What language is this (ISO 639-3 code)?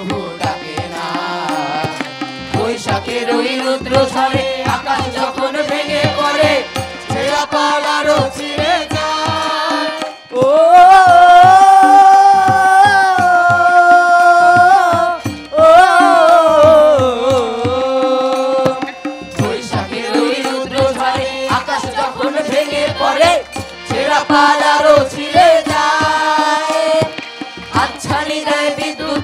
ben